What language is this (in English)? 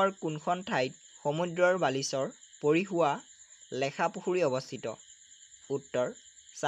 Assamese